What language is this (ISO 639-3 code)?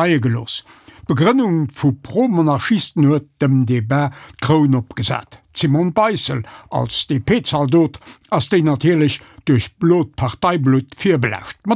ltz